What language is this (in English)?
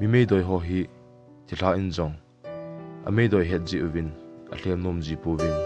Thado Chin